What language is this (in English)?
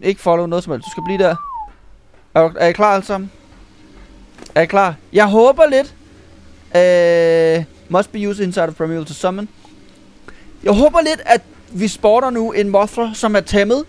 Danish